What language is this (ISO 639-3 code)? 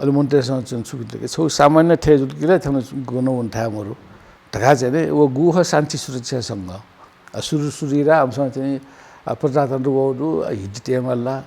new